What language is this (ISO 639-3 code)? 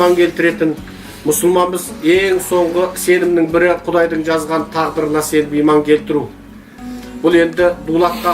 kaz